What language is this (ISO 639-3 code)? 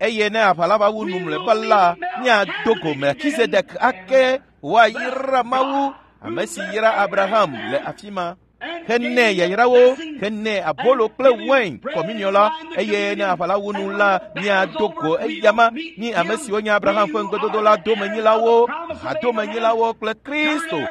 ewe